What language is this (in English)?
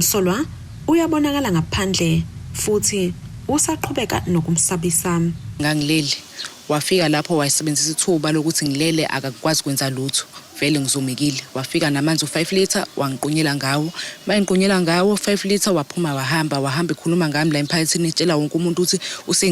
Zulu